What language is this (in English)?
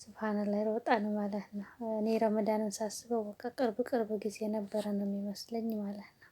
Amharic